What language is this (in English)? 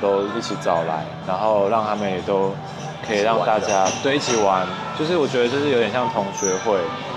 Chinese